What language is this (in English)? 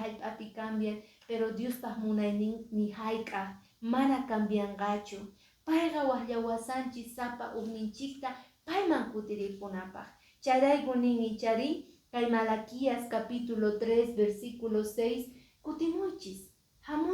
Quechua